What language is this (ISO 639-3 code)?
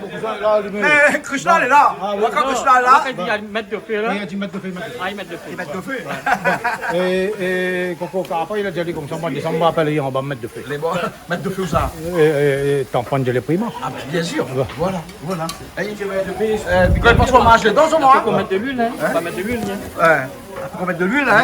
rcf